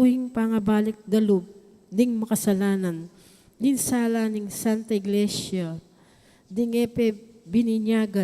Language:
Pampanga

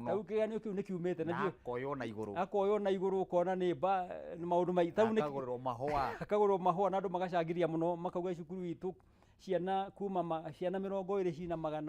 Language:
Kikuyu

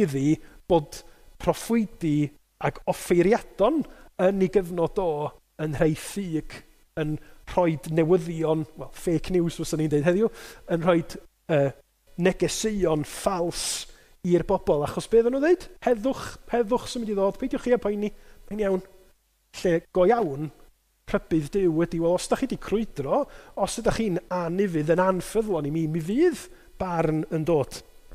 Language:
Welsh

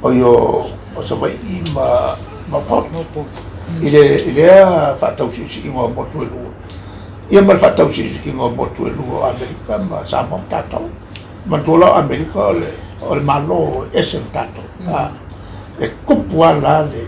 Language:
Samoan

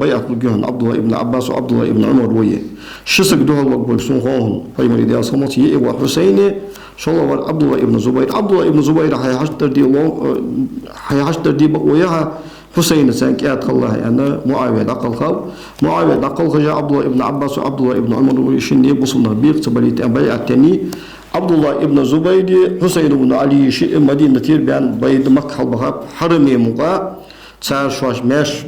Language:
Ingush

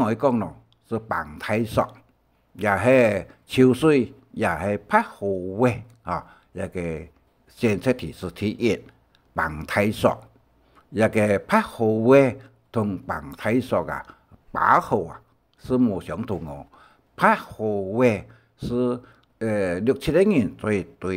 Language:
Hakka Chinese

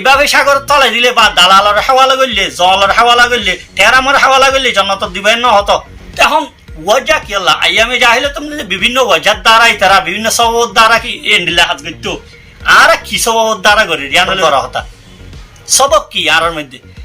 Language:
Rohingya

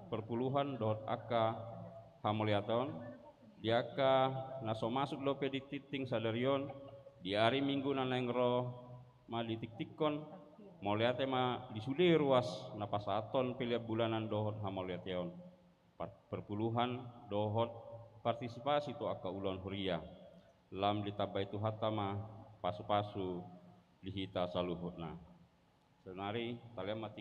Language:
Batak Toba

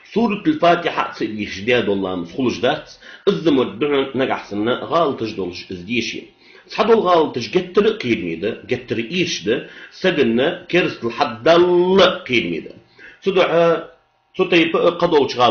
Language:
Ingush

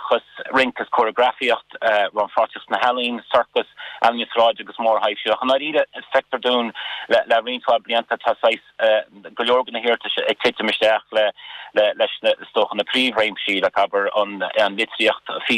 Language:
Irish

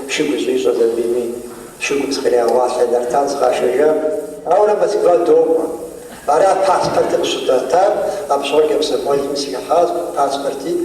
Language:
Kabardian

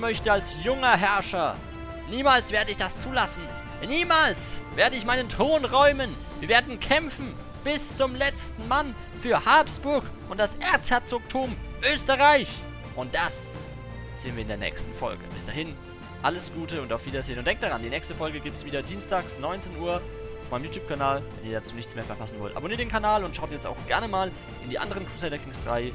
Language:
German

